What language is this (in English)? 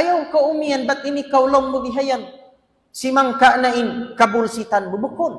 Tausug